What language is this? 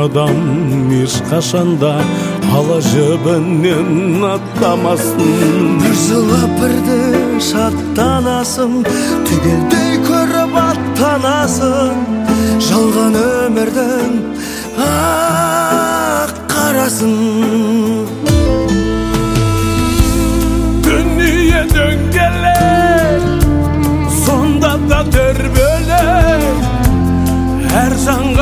Kazakh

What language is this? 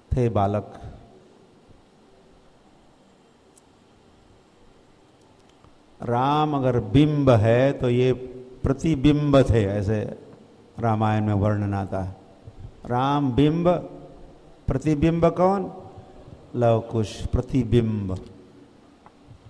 Hindi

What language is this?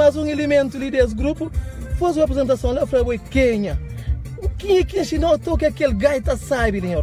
Kabuverdianu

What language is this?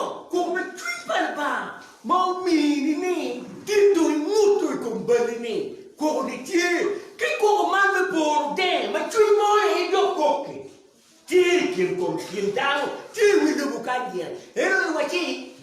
Acoli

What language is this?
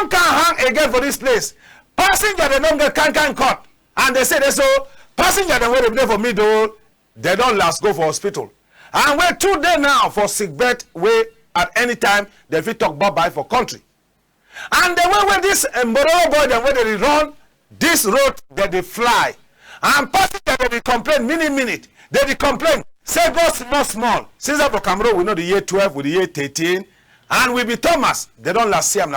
Cameroon Pidgin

